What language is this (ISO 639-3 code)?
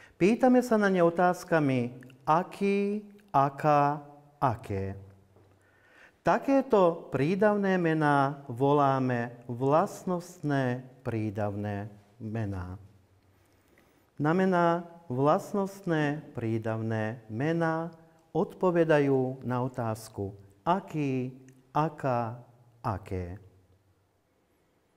slk